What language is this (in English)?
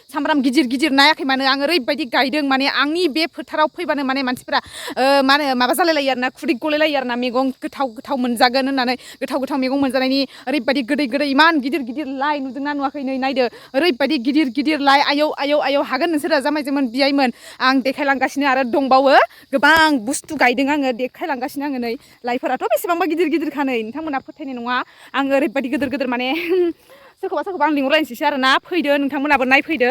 Bodo